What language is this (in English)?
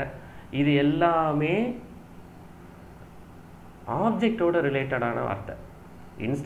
Tamil